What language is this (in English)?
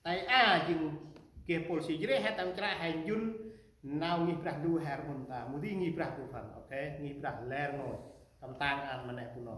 Central Mnong